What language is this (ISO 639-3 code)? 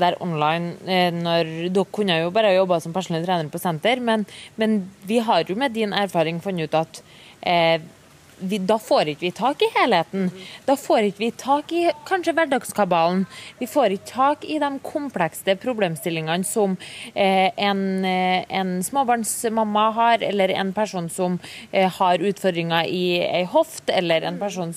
nor